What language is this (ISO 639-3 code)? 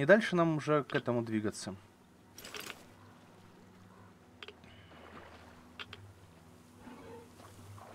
rus